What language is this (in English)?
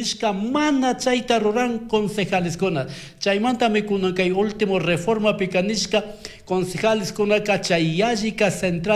Chimborazo Highland Quichua